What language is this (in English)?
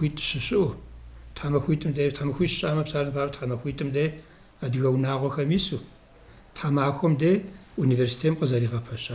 Kabardian